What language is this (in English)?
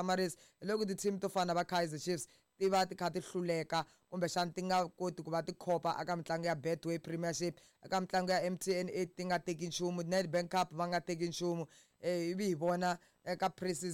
Tsonga